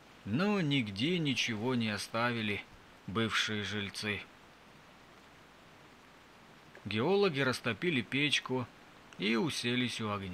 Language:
Russian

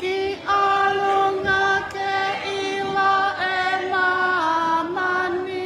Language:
Tongan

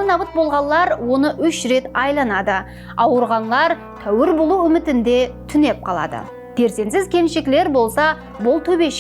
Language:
Kara-Kalpak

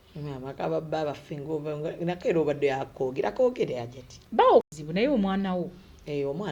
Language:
Ganda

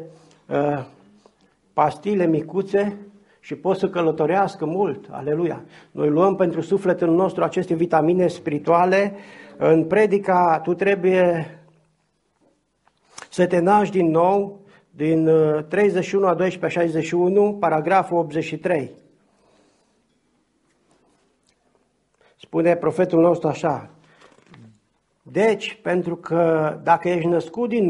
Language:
Romanian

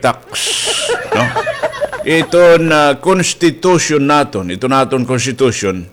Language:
Waray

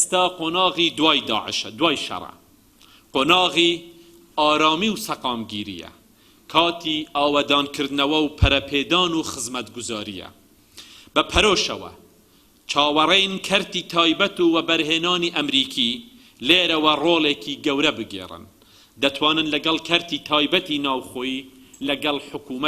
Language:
Central Kurdish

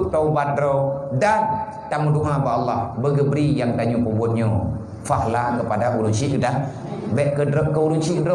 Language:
Achinese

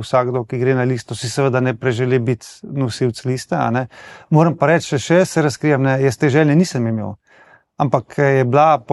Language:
Slovenian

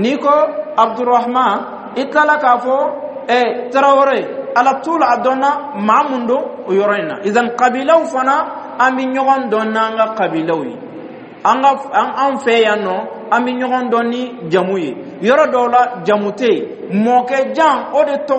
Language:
Dyula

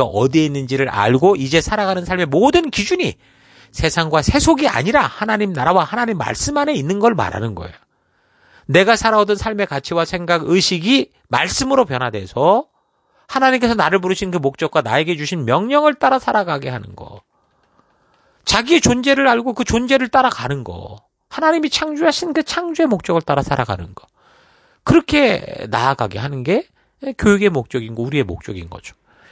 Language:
Korean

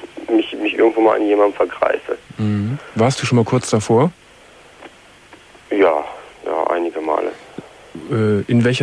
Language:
German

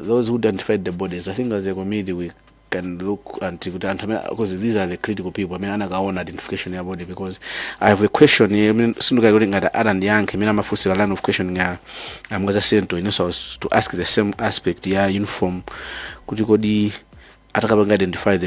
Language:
Nyanja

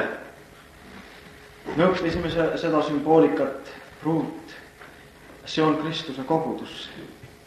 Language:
Estonian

